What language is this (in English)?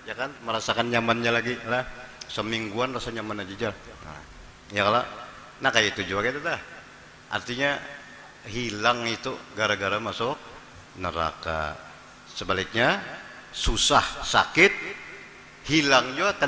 Banjar